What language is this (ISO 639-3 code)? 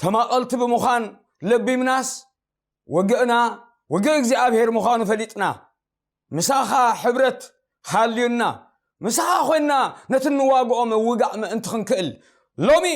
tir